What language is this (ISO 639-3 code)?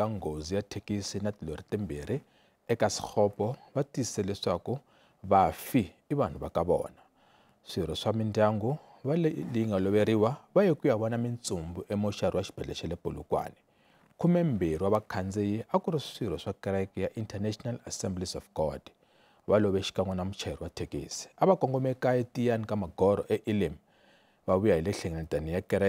tso